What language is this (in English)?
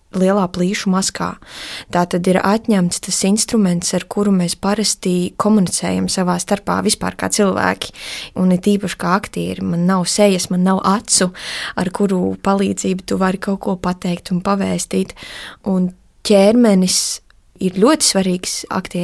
Latvian